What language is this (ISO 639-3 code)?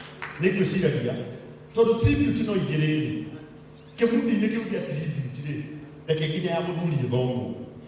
kik